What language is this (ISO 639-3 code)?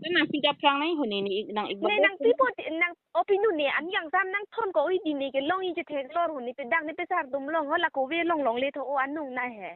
mjw